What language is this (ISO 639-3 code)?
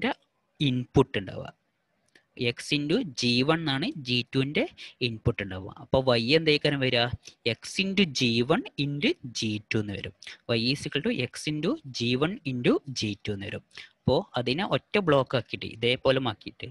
mal